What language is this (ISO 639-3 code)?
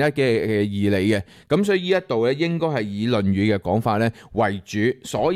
yue